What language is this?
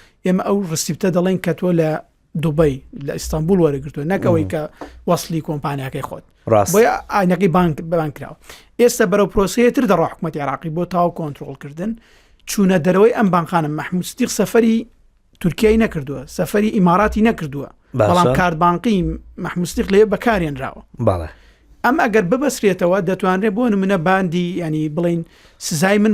Central Kurdish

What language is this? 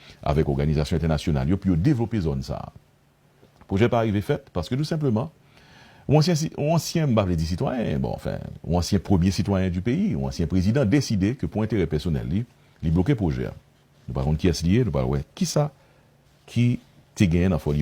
Haitian Creole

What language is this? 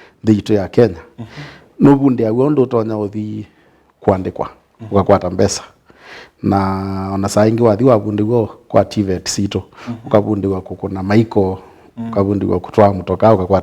Kamba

